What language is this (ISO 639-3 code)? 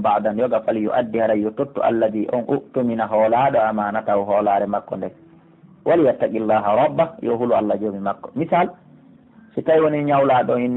fuf